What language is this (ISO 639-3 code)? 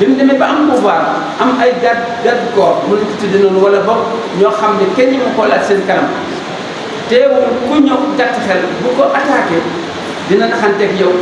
wol